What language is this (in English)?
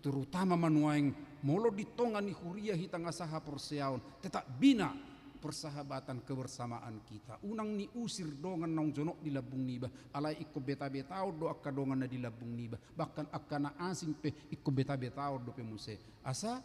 Batak Toba